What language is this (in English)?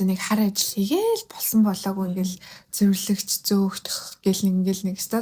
Mongolian